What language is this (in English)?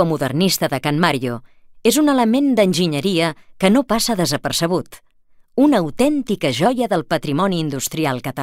Catalan